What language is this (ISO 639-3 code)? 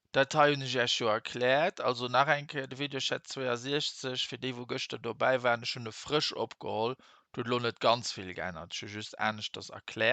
ltz